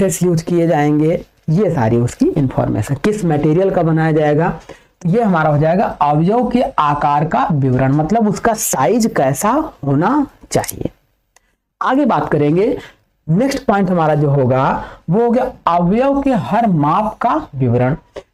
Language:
Hindi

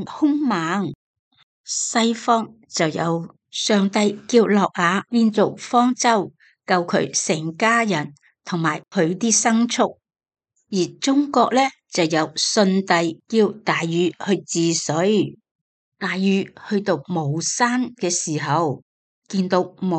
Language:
Cantonese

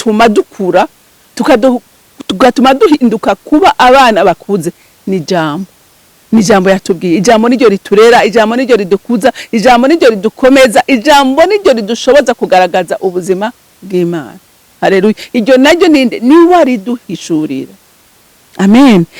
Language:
Rundi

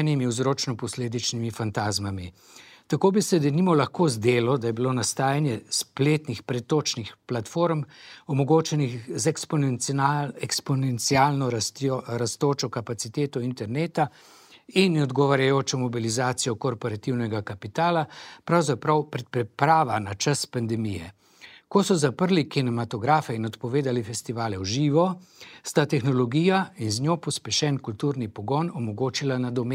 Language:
Slovenian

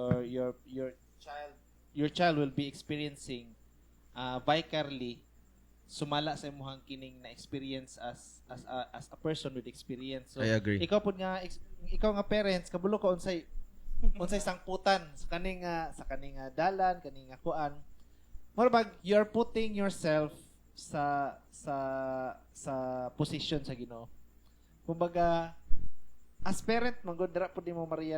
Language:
Cebuano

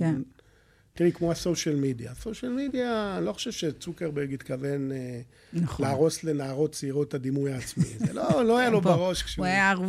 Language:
Hebrew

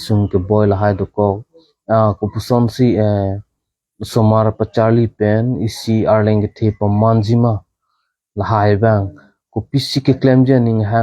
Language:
Karbi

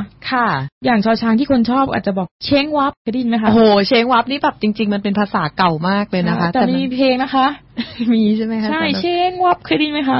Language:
Thai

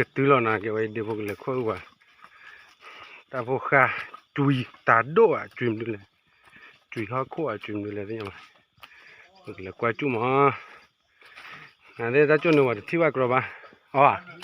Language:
S'gaw Karen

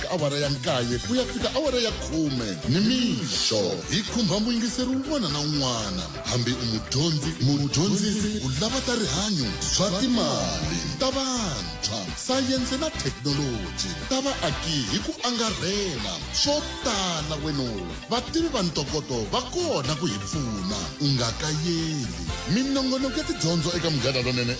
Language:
Tsonga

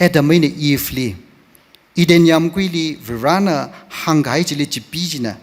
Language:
Tangkhul Naga (India)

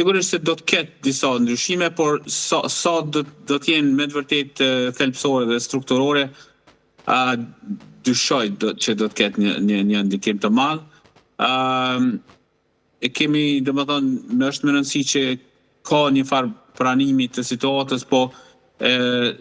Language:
Albanian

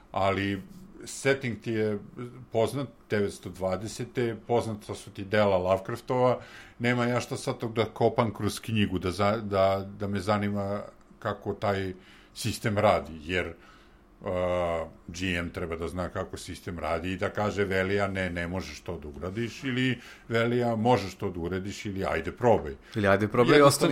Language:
Serbian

